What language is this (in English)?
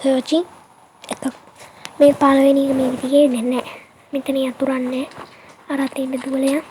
Sinhala